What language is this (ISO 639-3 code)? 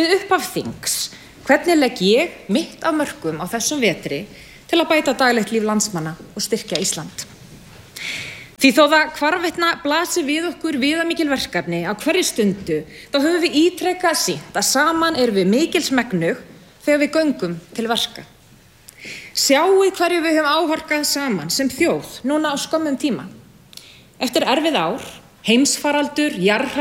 isl